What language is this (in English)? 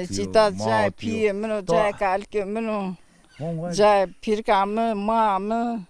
Zaza